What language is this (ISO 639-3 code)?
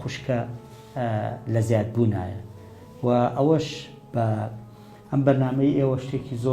ckb